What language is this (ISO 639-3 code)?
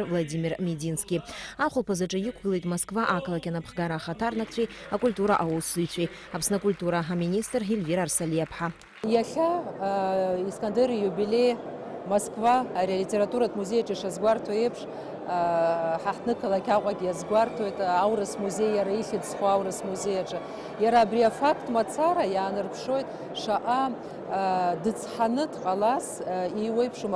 abk